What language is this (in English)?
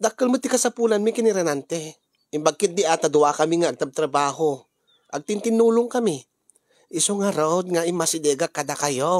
Iloko